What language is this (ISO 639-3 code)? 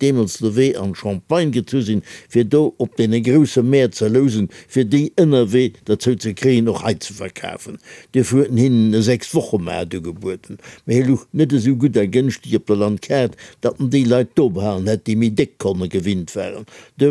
ltz